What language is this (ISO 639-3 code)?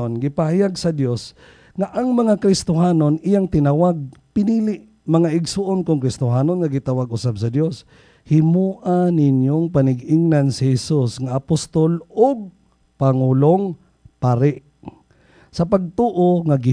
ceb